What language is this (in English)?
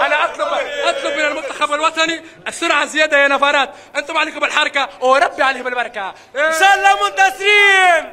Mesopotamian Arabic